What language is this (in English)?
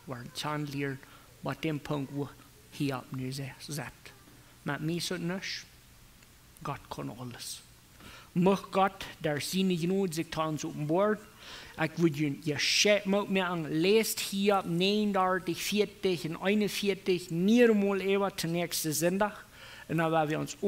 Plautdietsch